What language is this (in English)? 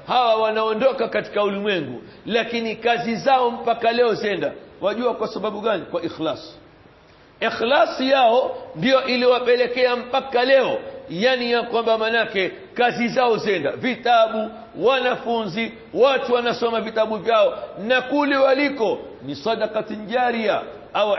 Swahili